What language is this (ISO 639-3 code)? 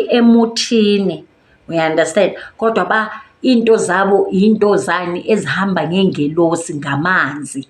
zul